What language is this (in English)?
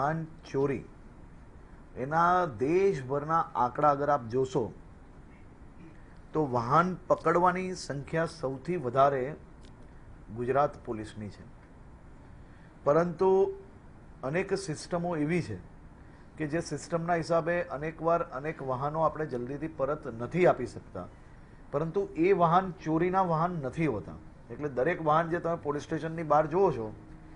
Gujarati